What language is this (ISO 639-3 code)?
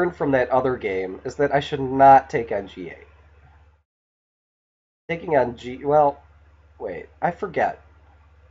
eng